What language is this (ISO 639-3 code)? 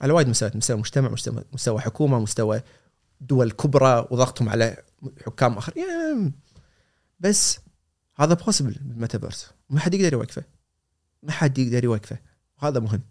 afb